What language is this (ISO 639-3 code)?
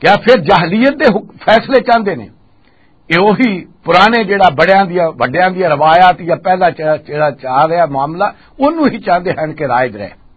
lah